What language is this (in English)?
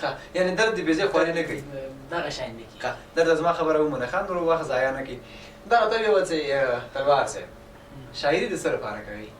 Pashto